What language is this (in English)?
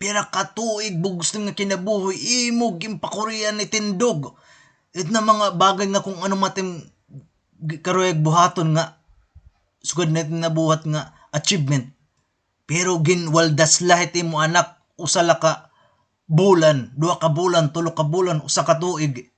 Waray